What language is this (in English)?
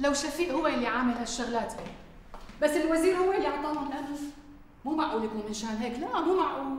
North Levantine Arabic